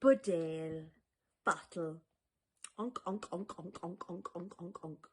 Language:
Irish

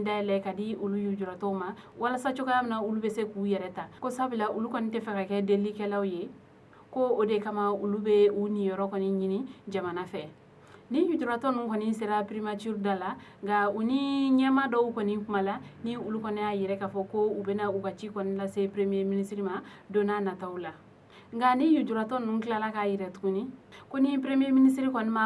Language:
Bambara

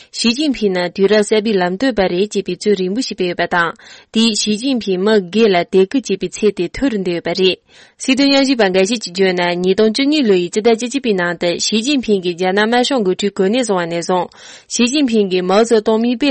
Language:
Tibetan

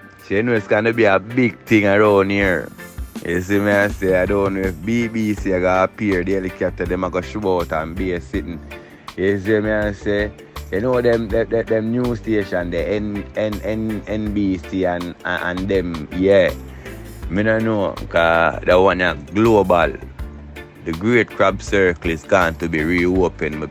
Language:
Jamaican Creole English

